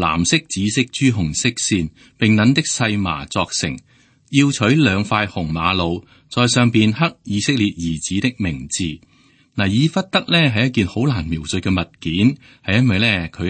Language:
Cantonese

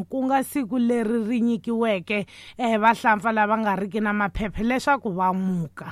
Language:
Tsonga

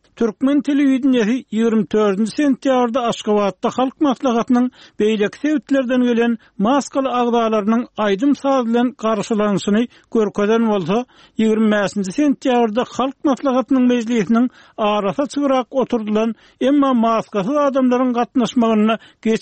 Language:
Turkmen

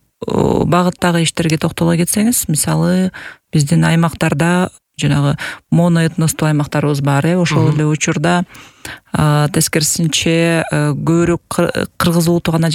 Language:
Kyrgyz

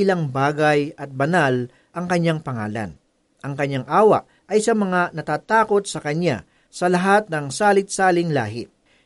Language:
Filipino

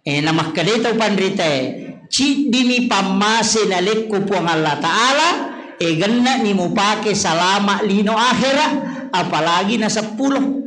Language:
Buginese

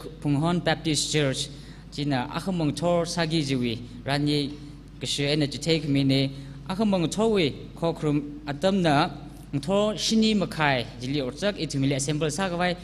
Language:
Tangkhul Naga (India)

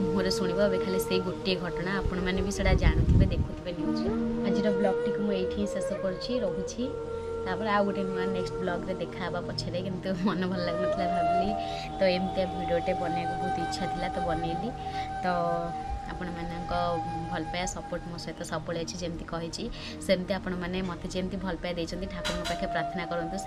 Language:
Odia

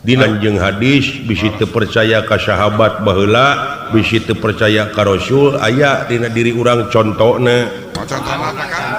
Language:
Sundanese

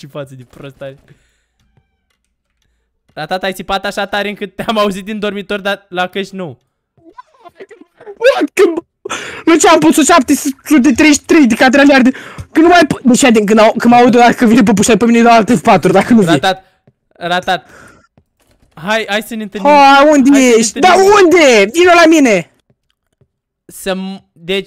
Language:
Romanian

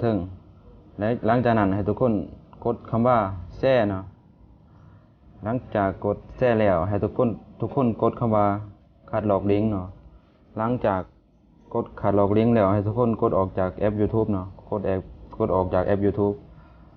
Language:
Lao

